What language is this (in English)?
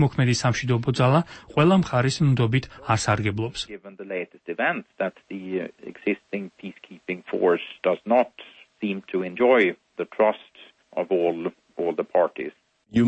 Georgian